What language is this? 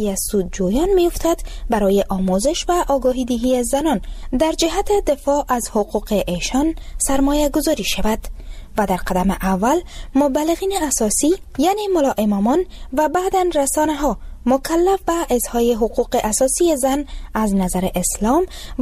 Persian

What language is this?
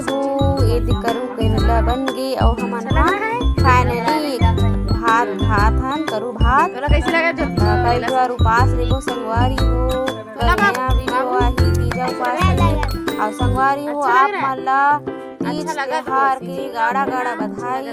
Chhattisgarhi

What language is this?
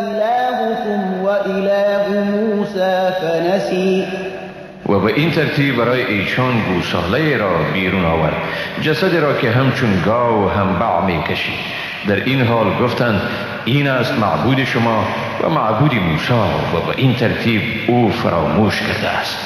Persian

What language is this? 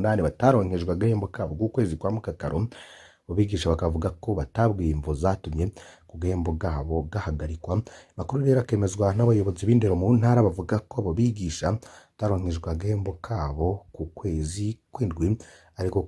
Rundi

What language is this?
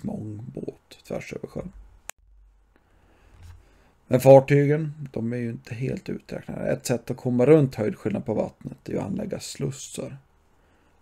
Swedish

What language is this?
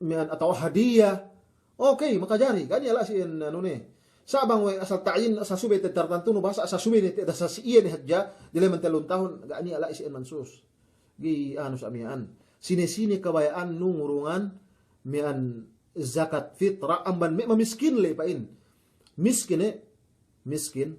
Yakan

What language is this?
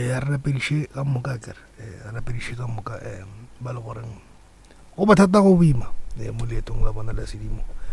Northern Sotho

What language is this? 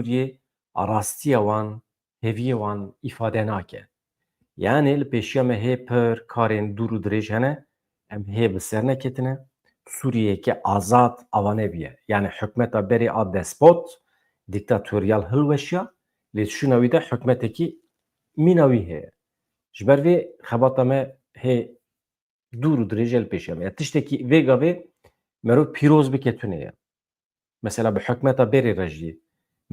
Kurdish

